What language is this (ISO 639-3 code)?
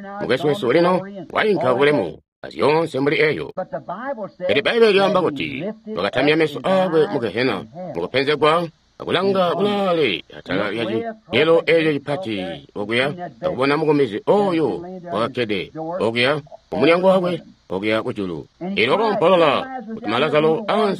toi